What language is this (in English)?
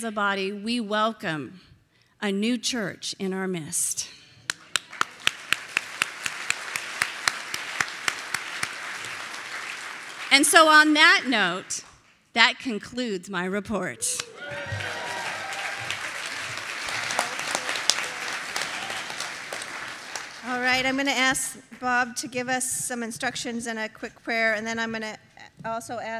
English